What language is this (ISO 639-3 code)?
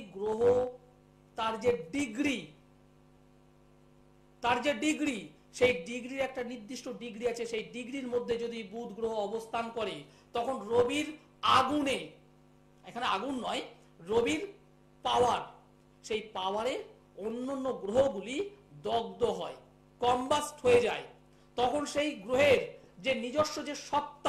ben